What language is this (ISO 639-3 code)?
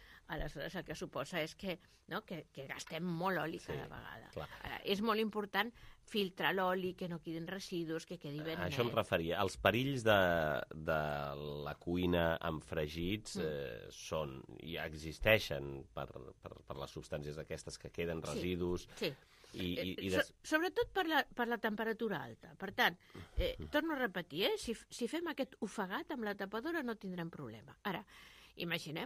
cat